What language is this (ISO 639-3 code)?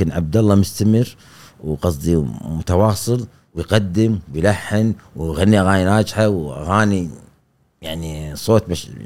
afb